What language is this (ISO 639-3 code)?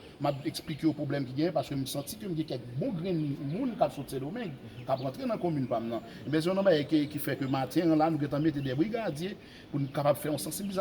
hat